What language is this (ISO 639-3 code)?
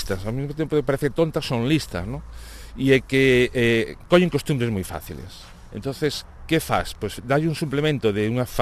glg